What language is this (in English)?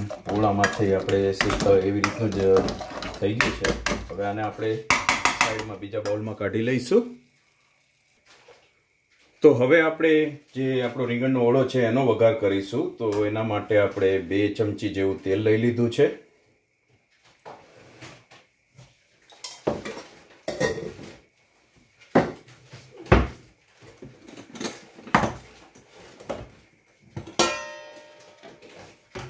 Gujarati